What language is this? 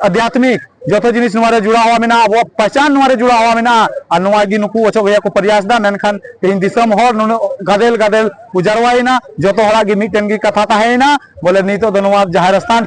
Santali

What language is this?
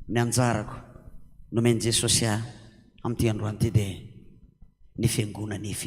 Malagasy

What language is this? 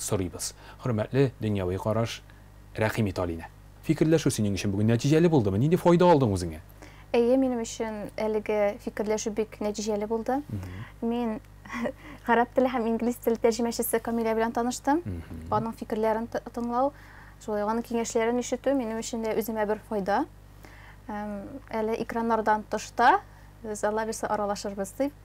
Tatar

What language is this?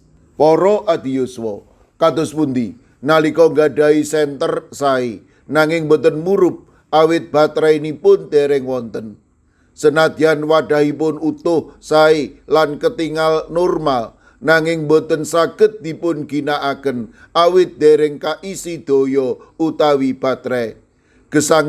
Javanese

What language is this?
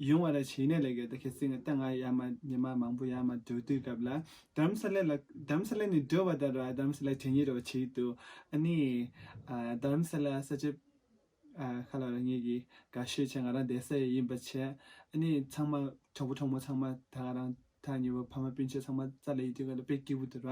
Tibetan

